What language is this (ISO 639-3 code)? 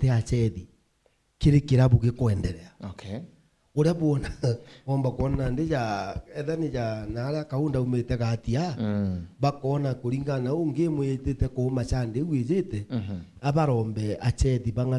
mer